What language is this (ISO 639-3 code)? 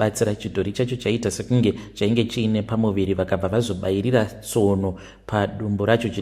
sna